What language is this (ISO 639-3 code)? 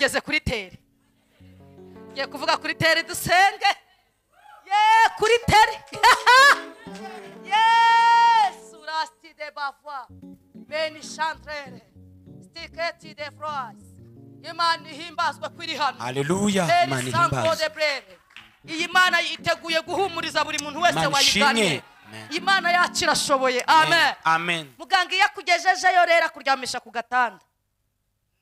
kin